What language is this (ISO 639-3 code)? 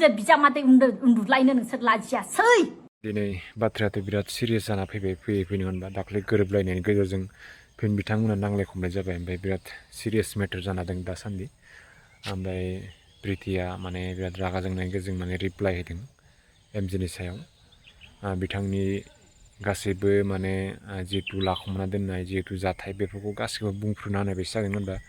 brx